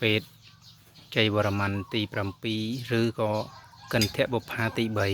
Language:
Khmer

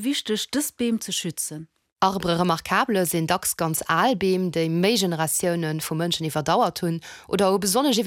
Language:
Luxembourgish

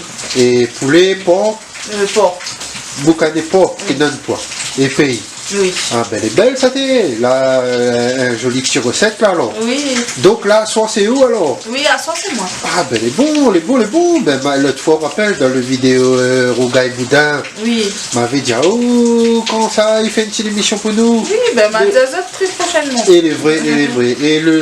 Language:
Réunion Creole French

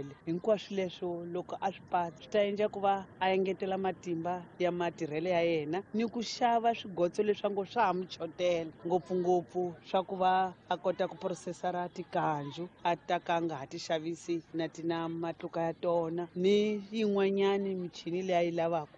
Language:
Tsonga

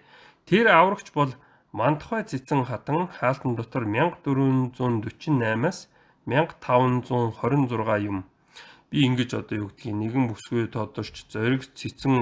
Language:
Mongolian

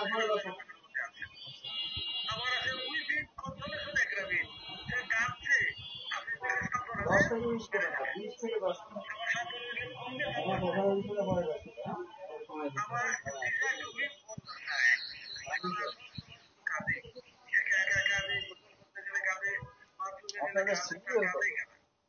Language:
Bangla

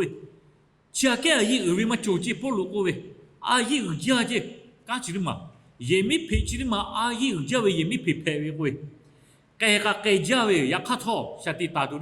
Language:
Lahu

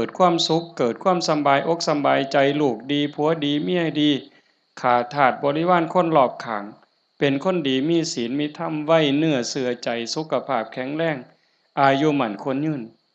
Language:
Lao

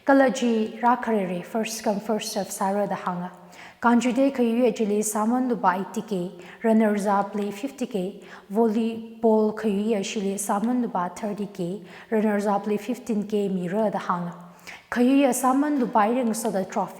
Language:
Tangkhul Naga (India)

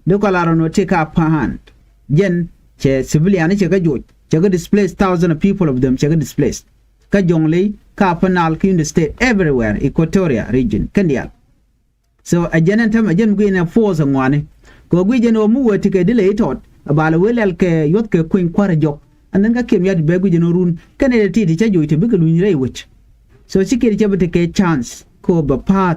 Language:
Nuer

